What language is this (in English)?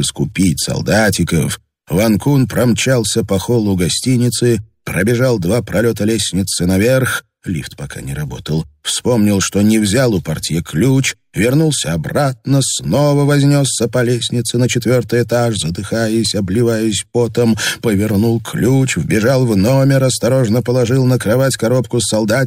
Russian